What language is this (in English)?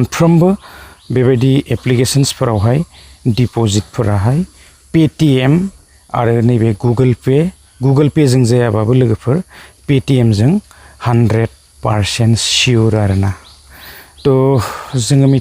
Bodo